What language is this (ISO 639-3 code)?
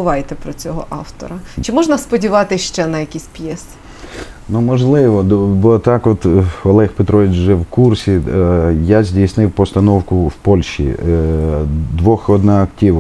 ukr